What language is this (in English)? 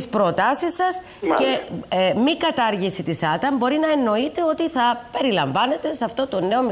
Greek